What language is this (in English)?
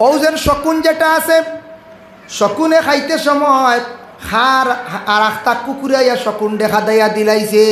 Sylheti